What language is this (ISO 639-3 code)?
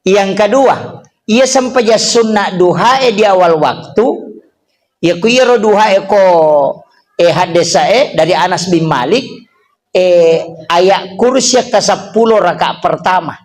bug